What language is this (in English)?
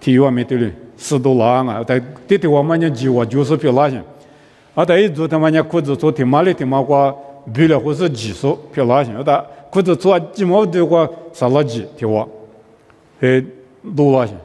Lisu